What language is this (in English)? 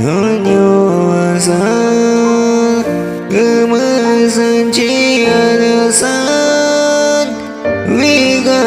Aguaruna